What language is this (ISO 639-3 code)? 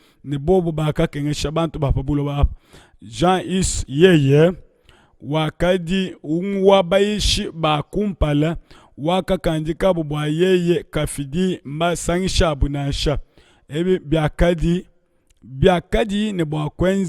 lua